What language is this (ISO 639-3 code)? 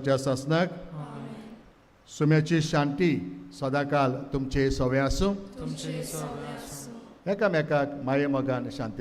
kok